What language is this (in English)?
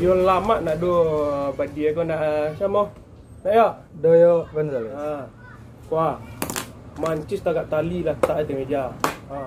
Minangkabau